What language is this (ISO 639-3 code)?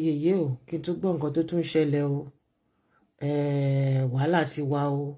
yor